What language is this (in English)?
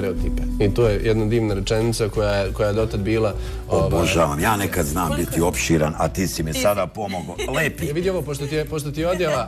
Bosnian